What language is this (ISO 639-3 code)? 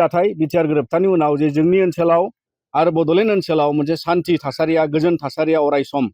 brx